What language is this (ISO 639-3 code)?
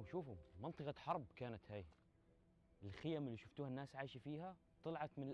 kur